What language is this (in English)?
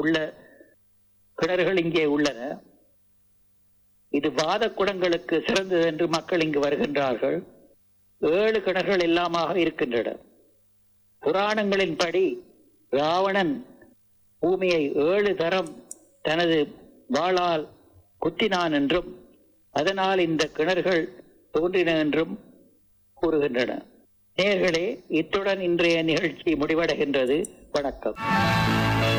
Tamil